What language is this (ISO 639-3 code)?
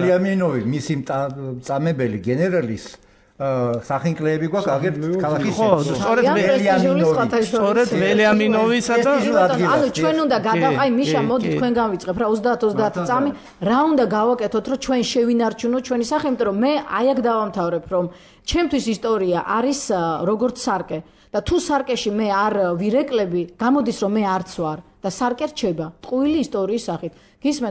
kat